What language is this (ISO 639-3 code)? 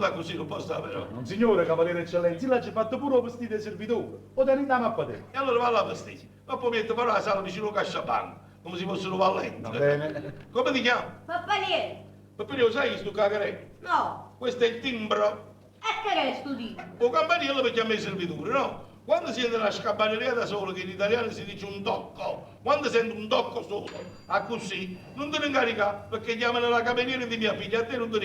nap